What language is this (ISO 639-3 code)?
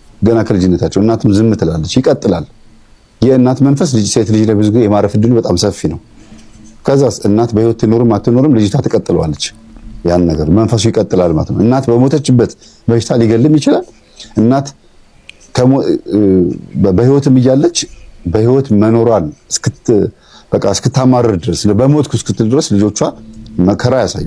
amh